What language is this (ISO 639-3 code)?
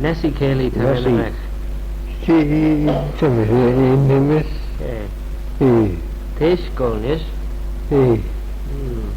glv